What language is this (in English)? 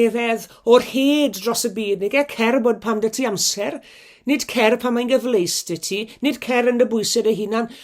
Welsh